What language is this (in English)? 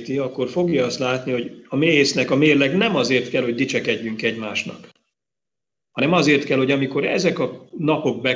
Hungarian